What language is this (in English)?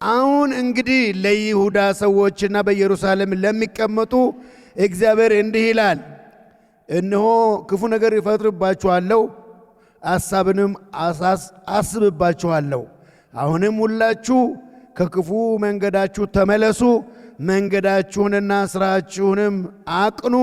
Amharic